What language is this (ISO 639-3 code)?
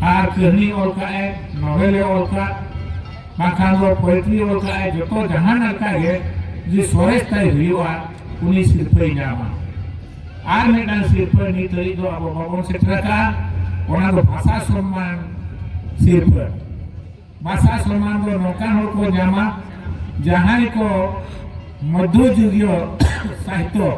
sat